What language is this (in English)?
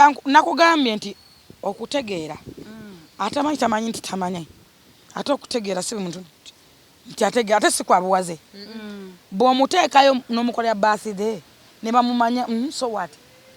Ganda